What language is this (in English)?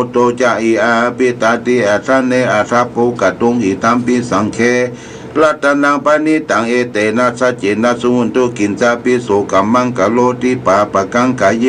Pali